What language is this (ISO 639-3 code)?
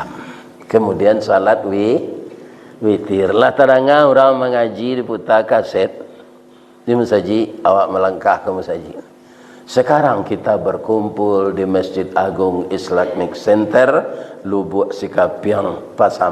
min